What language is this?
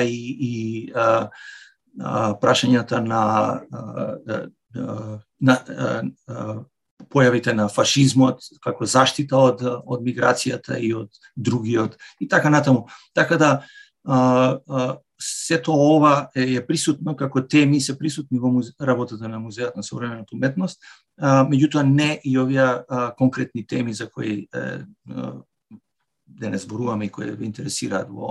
Macedonian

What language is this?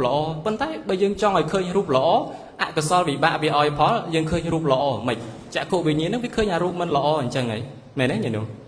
Khmer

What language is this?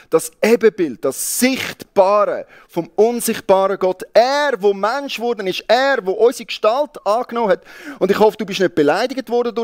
Swiss German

